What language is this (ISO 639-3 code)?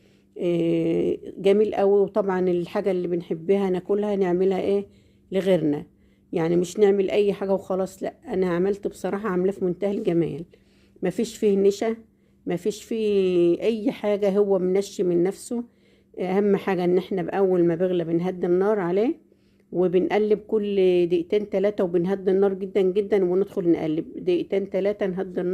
arz